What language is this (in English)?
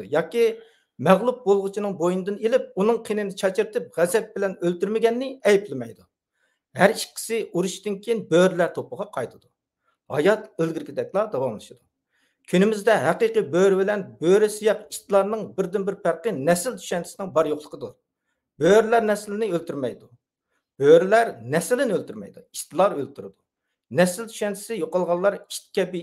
Uyghur